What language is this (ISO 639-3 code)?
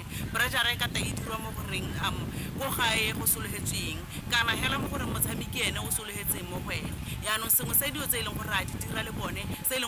tsn